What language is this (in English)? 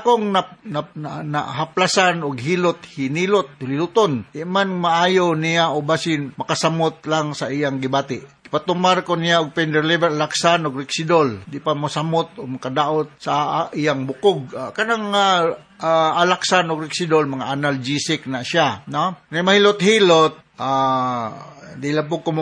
Cebuano